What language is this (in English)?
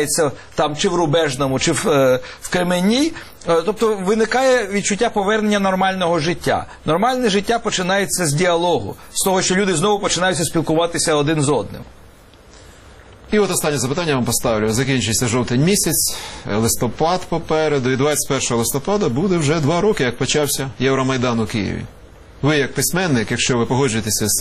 Ukrainian